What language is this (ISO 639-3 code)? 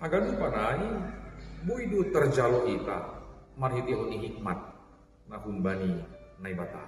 bts